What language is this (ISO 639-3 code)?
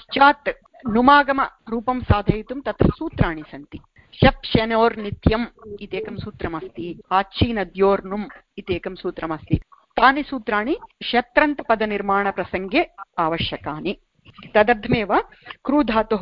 san